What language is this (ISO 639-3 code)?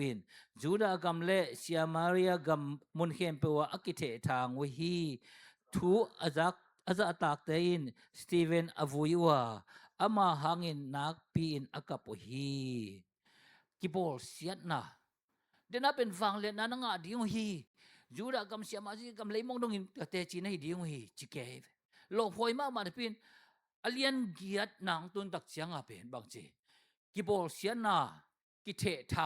ctd